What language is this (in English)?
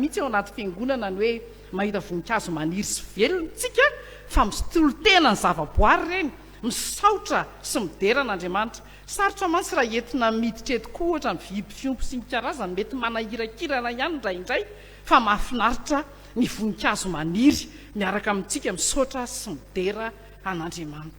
Malagasy